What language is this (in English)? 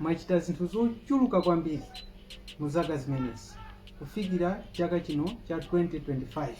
Nyanja